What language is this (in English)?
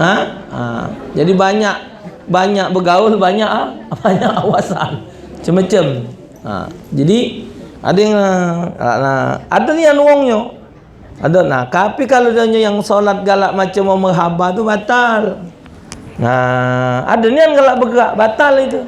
Musi